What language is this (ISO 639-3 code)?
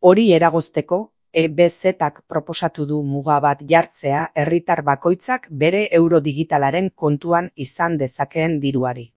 eus